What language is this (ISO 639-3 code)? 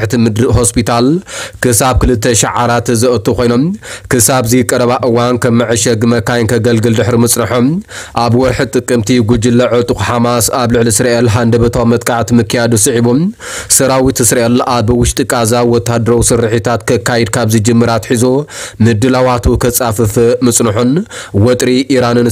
tir